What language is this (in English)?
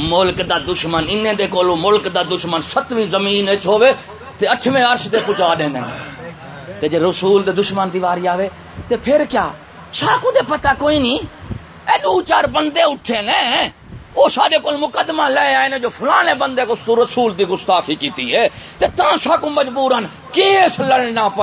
Saraiki